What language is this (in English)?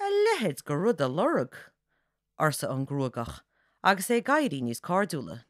Irish